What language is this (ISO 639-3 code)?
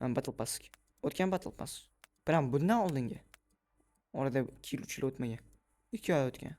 uzb